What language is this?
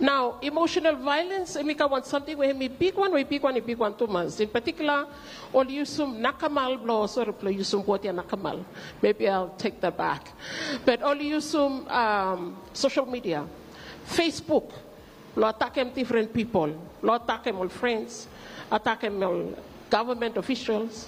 Bislama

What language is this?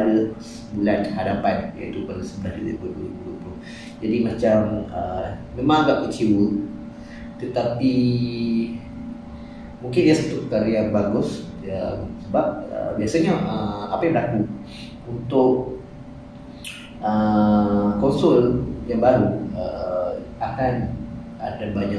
Malay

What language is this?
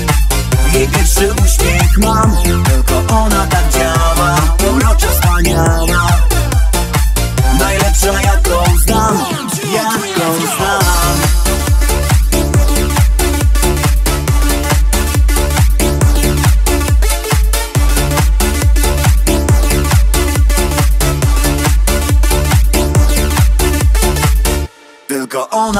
Polish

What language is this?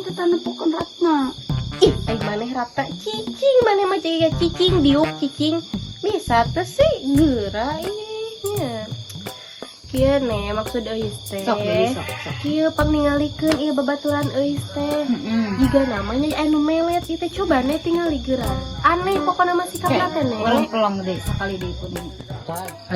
Sundanese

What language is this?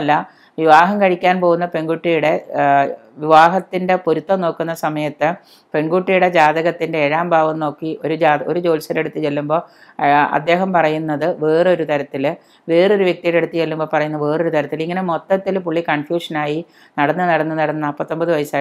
Malayalam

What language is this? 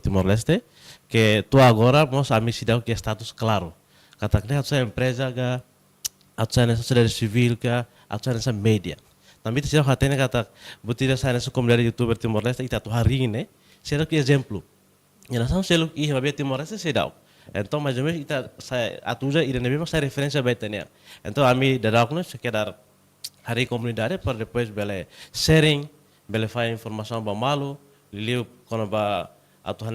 Tetum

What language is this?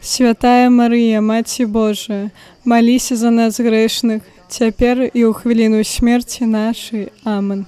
Belarusian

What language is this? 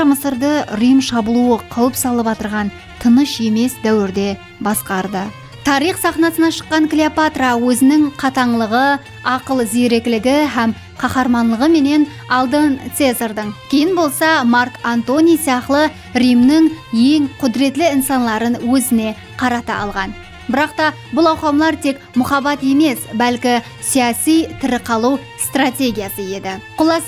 Kara-Kalpak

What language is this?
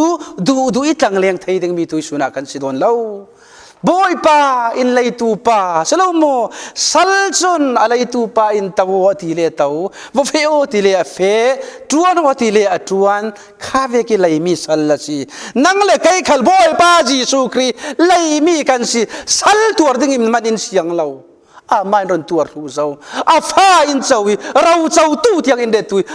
Falam Chin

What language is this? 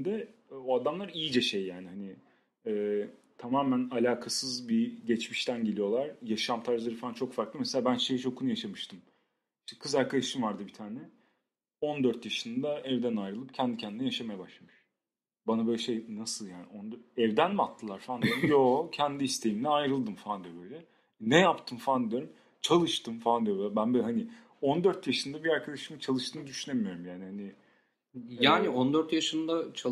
Turkish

